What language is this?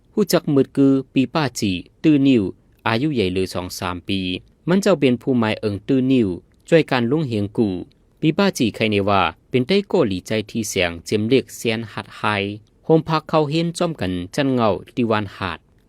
Shan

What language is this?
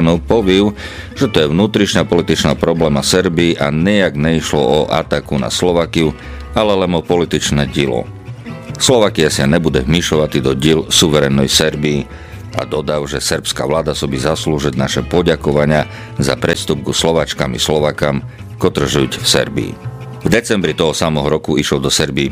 Slovak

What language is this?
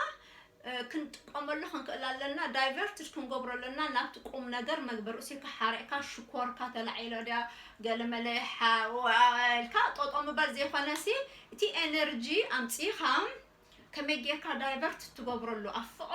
Tigrinya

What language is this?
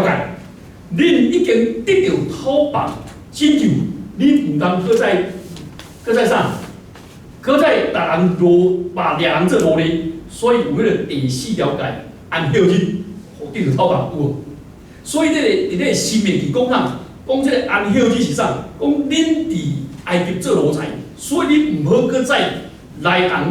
Min Nan Chinese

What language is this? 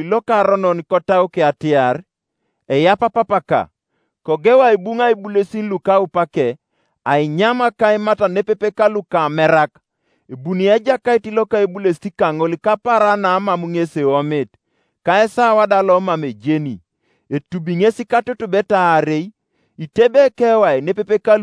Teso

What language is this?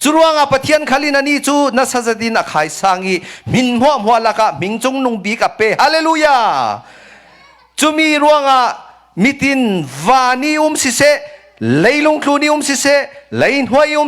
Falam Chin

